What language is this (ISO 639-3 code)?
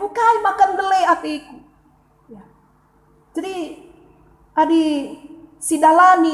btx